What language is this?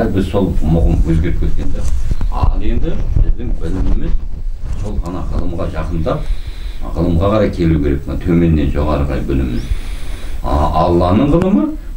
Kazakh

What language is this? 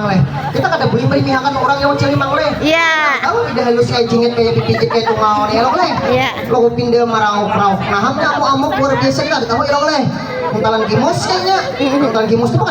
Banjar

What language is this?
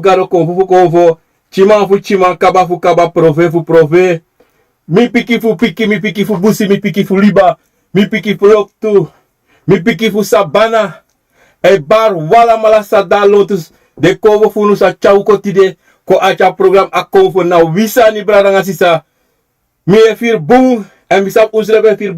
Sranan Tongo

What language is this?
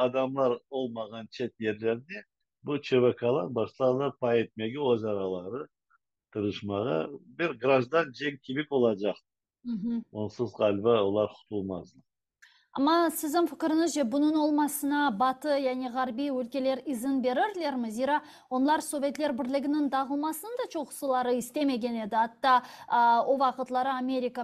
Crimean Tatar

